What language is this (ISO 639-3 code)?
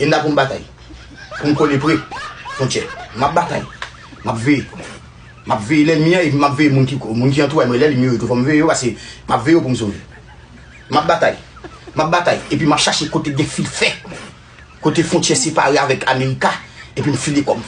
hat